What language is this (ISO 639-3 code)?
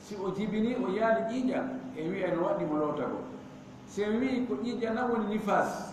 ful